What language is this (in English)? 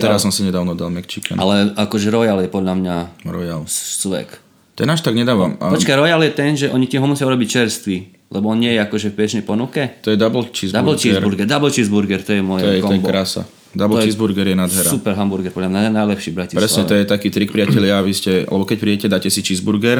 Slovak